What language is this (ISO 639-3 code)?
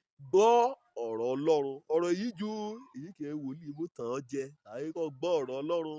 yor